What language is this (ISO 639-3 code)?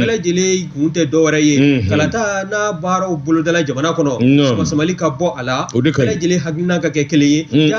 bam